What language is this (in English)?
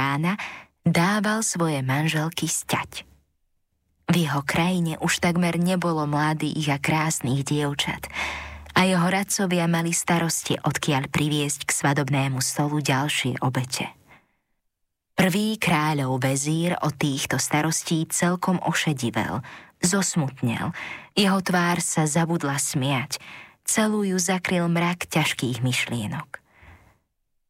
Slovak